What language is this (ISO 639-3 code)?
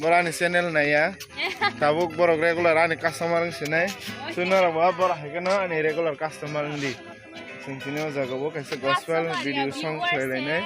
trp